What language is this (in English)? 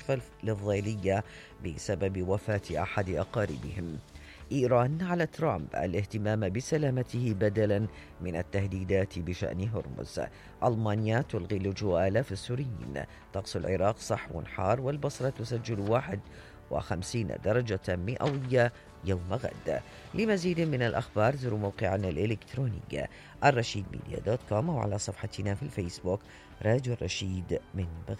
Mesopotamian Arabic